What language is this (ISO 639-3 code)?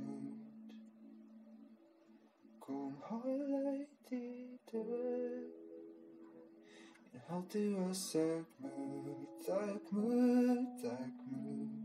afr